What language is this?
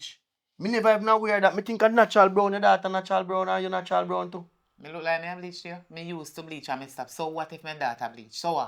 Jamaican Creole English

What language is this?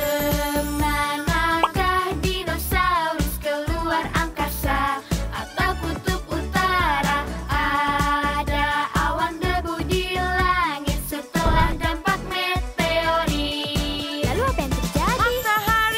Indonesian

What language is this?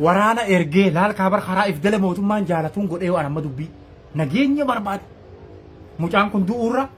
Oromo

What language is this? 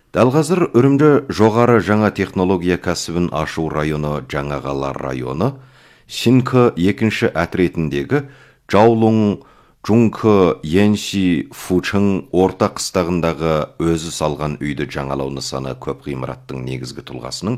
Kazakh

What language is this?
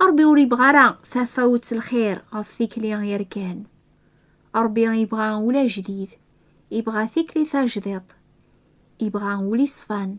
Kabyle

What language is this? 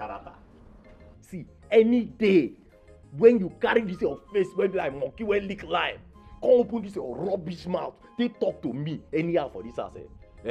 Nigerian Pidgin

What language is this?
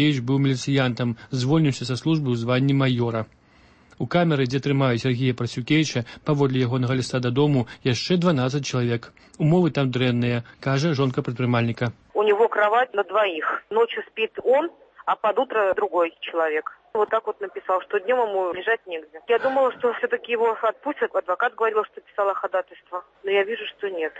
Belarusian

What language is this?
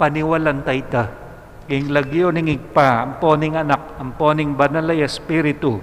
Pampanga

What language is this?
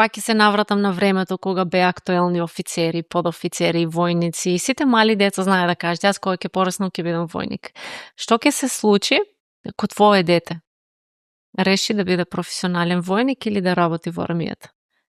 Macedonian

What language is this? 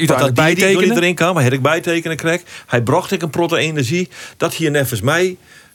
Western Frisian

